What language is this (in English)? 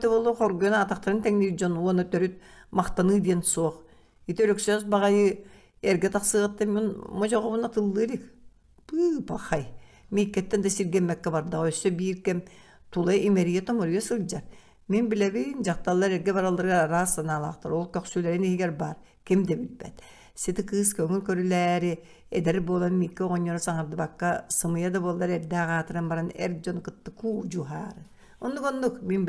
Yakut